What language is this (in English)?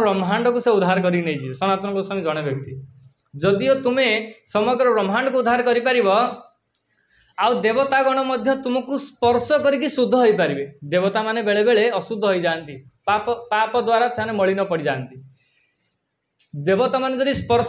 Odia